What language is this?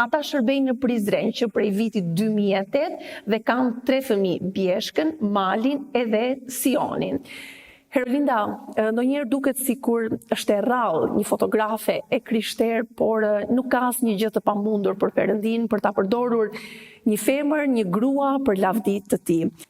Albanian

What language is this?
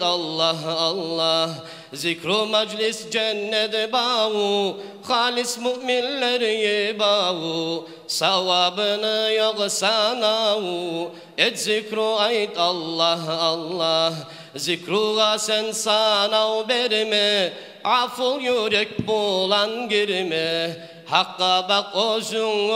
Kumyk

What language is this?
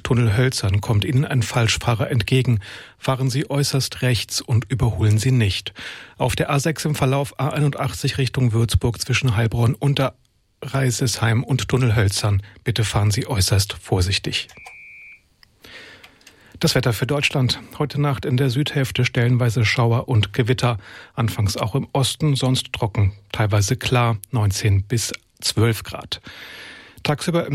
German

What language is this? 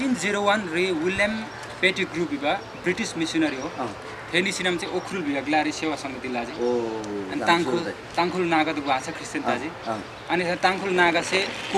Eastern Tamang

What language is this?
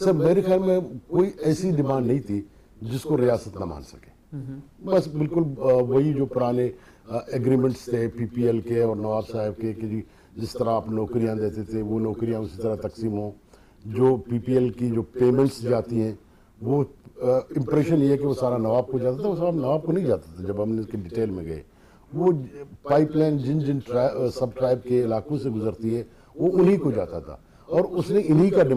Urdu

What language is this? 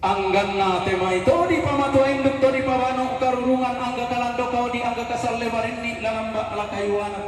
Toraja-Sa'dan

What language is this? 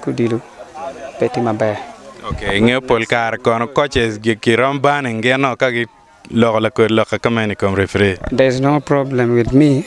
Acoli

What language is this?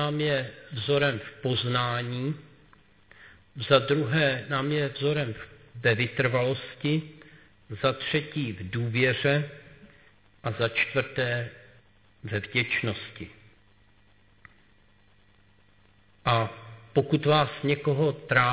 Czech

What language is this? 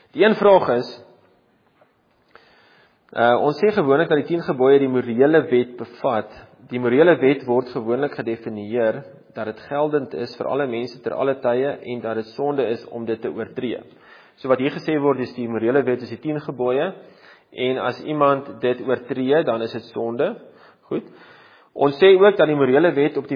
Afrikaans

